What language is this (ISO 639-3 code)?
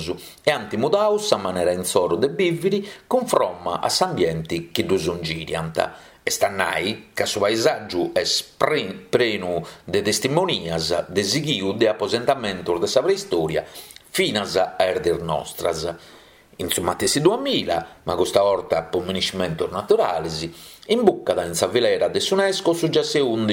srd